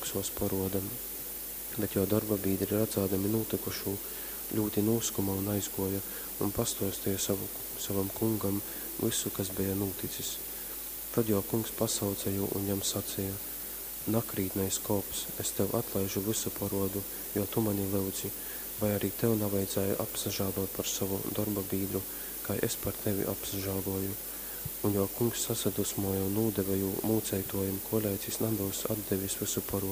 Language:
Latgalian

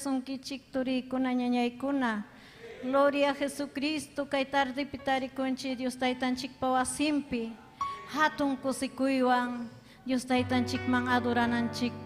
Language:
Ayacucho Quechua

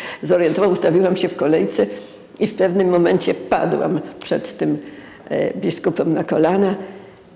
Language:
Polish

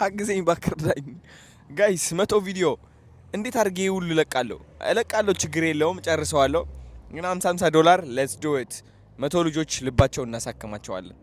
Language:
Amharic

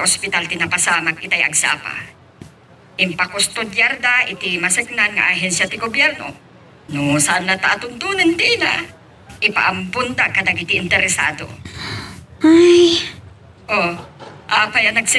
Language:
Iloko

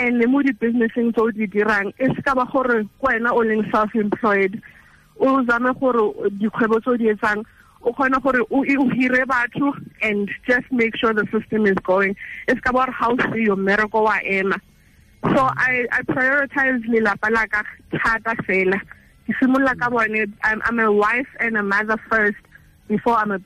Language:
Tswana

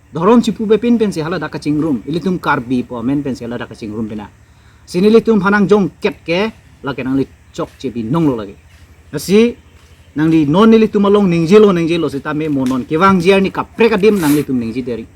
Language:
Karbi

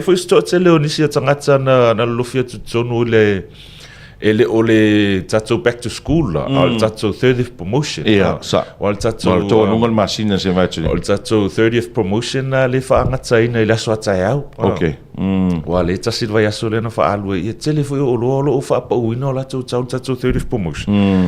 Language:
Samoan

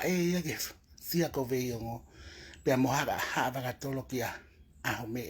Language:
Tongan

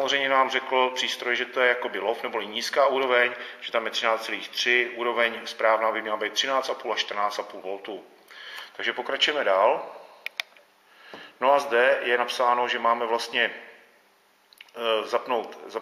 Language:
Czech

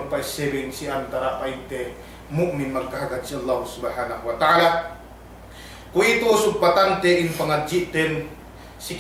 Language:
Yakan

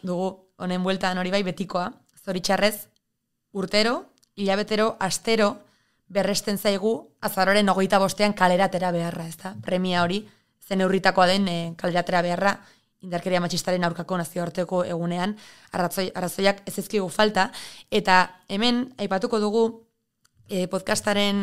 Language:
Basque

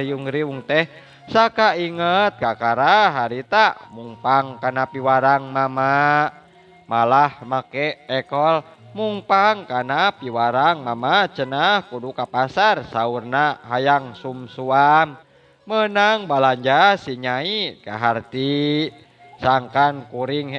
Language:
Sundanese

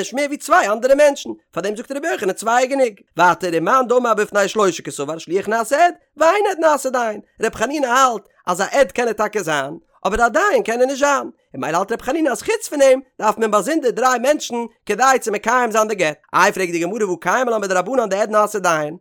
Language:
Yiddish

